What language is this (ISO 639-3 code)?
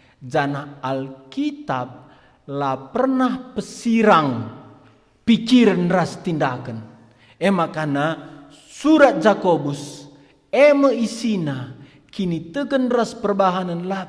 btx